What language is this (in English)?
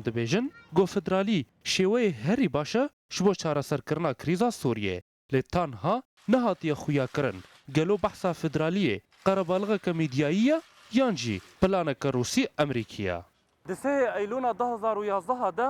Kurdish